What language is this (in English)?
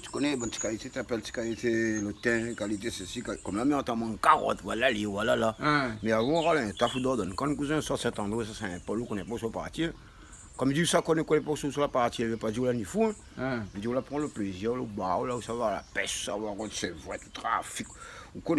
Réunion Creole French